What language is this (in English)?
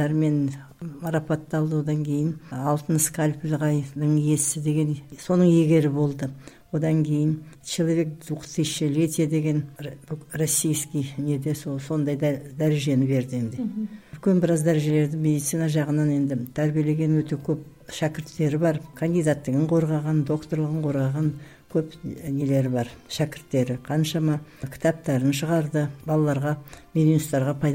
Kazakh